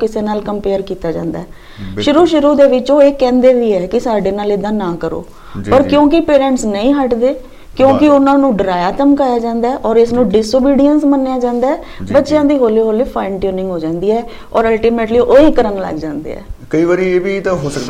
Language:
Punjabi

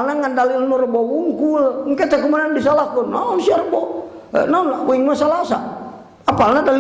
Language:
Sundanese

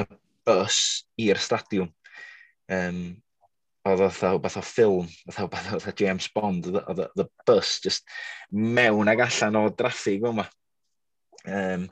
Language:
Welsh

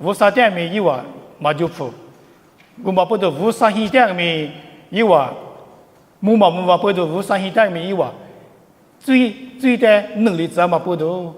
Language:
Lisu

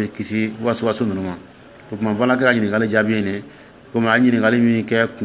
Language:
Dyula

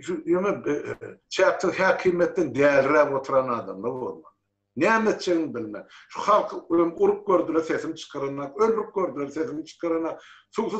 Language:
Turkmen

